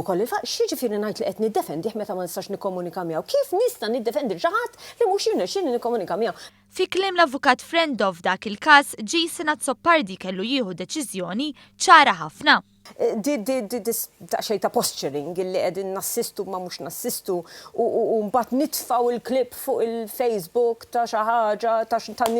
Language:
Maltese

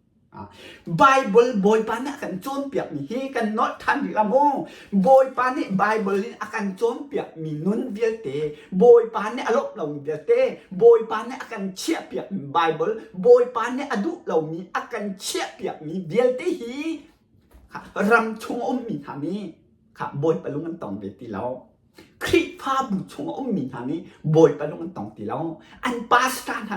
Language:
Hakha Chin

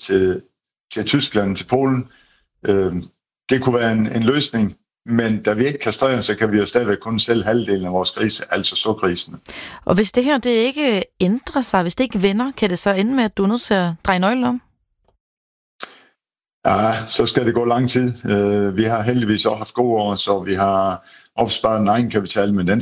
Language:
Danish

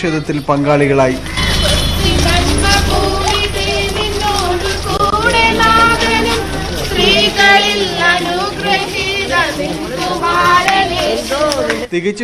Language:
Malayalam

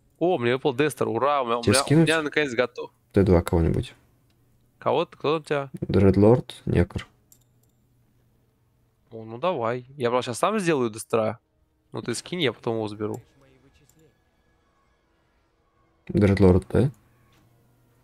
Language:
Russian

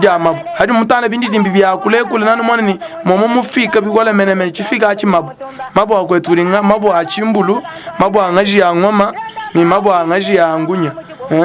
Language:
Luba-Lulua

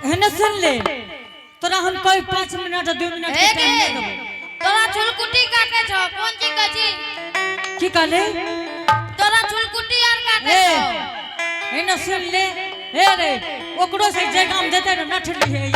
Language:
Angika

